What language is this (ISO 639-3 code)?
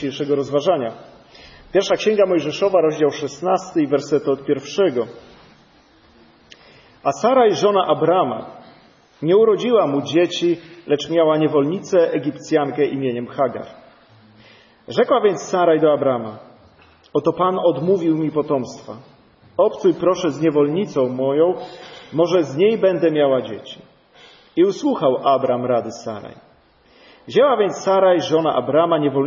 pol